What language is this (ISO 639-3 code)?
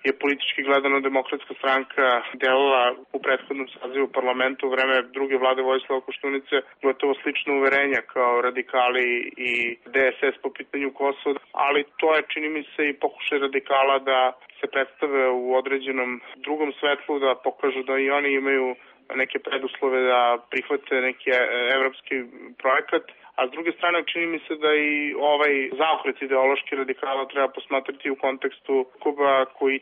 srp